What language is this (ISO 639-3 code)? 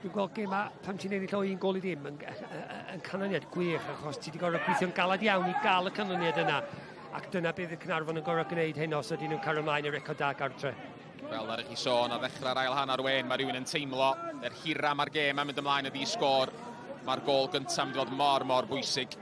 cym